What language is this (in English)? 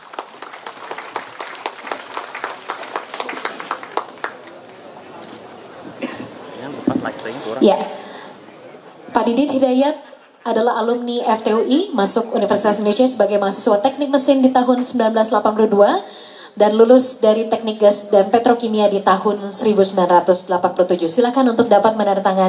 Indonesian